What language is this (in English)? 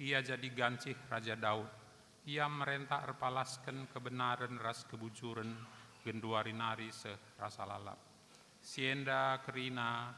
Batak Karo